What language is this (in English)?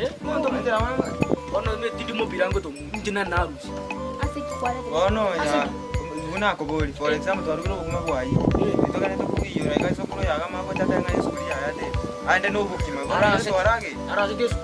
Gusii